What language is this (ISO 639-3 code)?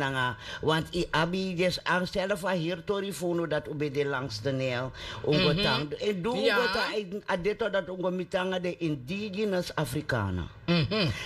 srn